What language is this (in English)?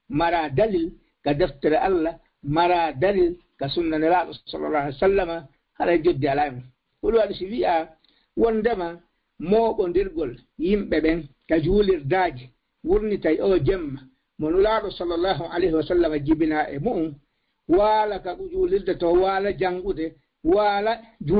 Fula